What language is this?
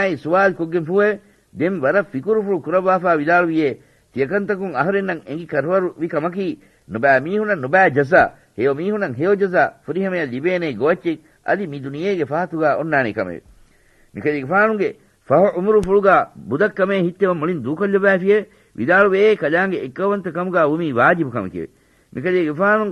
Divehi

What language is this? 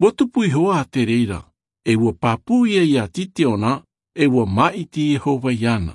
Tahitian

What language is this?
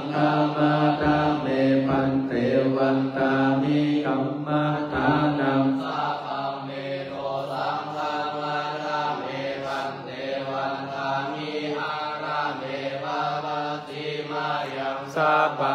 Pali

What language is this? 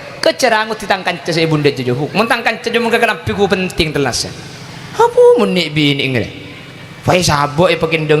Madurese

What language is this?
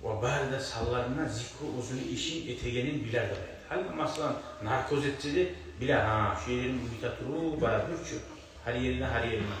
Kumyk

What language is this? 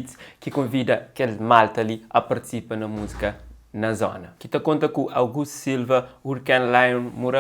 Kabuverdianu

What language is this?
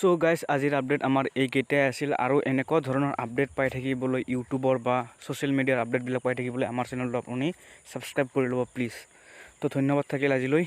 Assamese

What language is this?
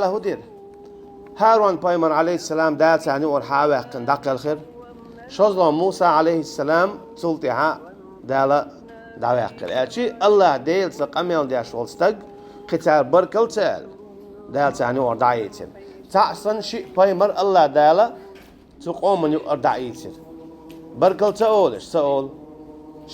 Chechen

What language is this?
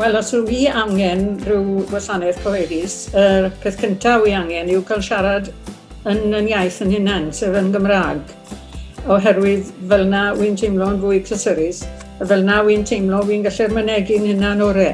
Welsh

